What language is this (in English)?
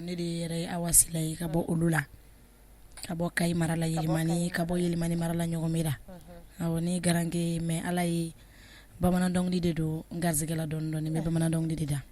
Bambara